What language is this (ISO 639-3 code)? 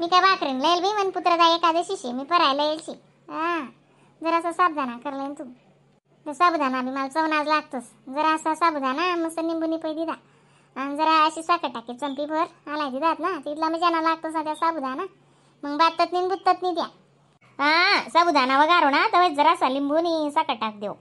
khn